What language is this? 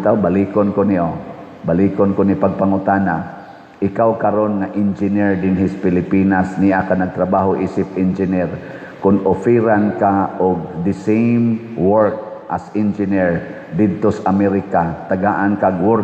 Cebuano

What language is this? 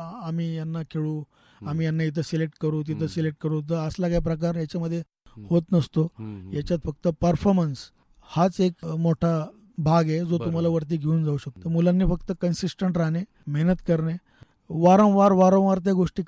Marathi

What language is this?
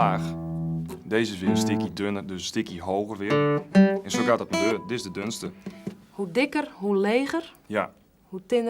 Western Frisian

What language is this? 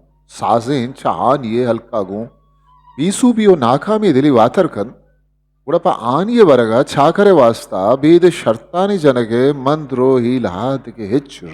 Eastern Balochi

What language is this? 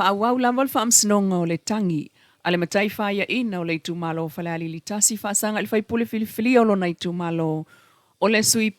Samoan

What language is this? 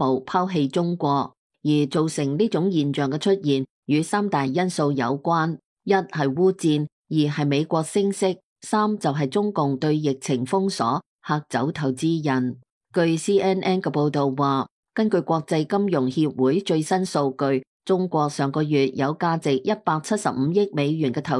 Cantonese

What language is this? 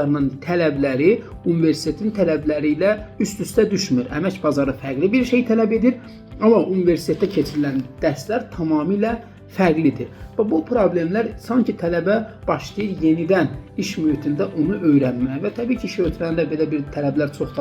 Azerbaijani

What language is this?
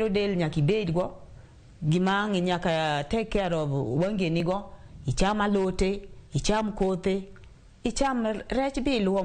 Luo (Kenya and Tanzania)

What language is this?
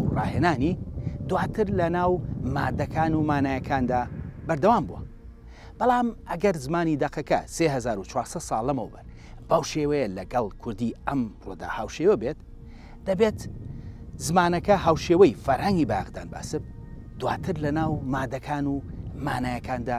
Central Kurdish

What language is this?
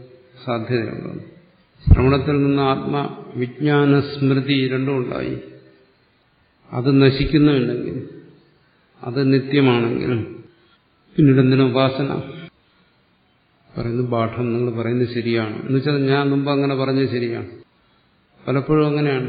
Malayalam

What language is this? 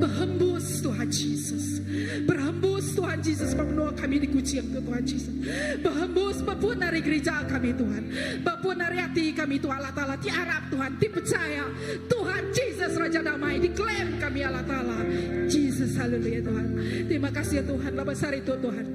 Iban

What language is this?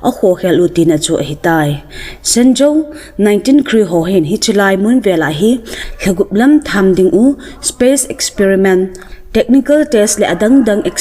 Thado Chin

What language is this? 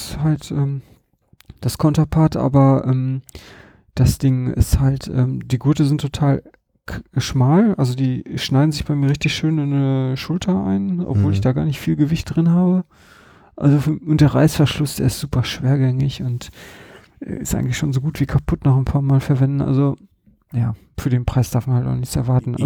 German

